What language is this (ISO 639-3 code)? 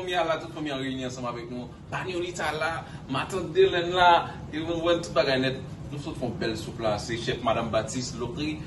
hat